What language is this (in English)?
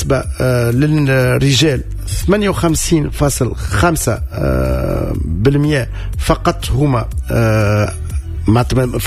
Tunisian Arabic